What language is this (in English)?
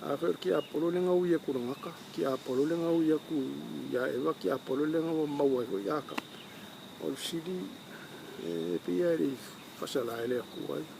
Samoan